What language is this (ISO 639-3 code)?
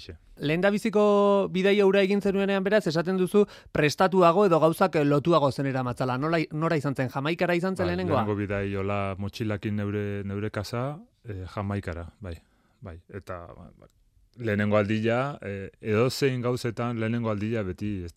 eus